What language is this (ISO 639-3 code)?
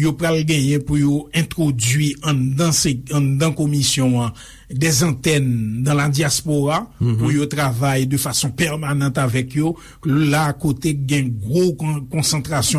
hat